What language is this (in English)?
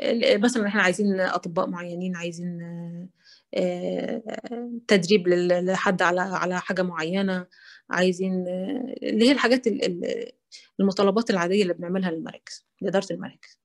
Egyptian Arabic